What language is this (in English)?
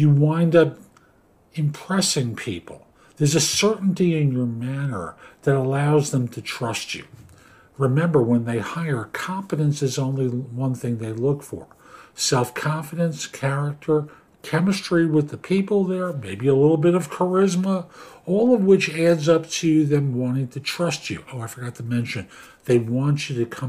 English